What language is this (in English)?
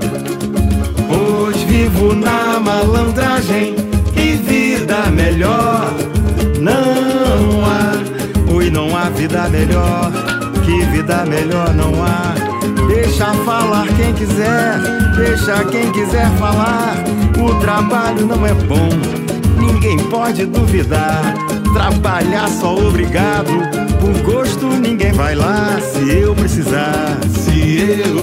Portuguese